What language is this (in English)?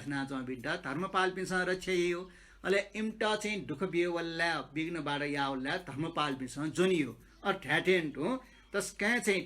Newari